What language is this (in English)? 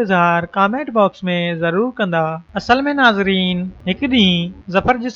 Sindhi